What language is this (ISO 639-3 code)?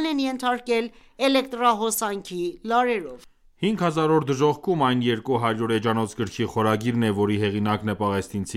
hye